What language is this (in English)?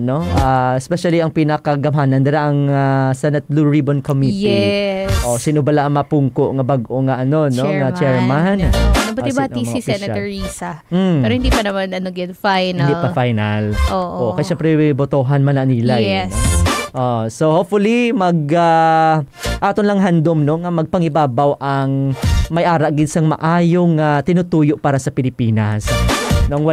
Hiligaynon